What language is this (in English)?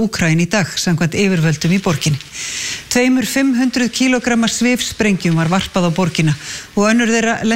Icelandic